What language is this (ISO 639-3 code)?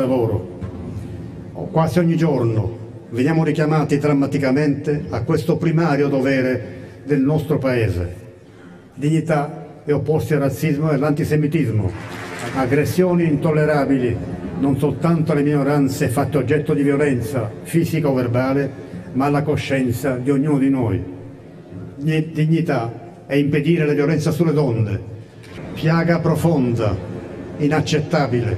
ita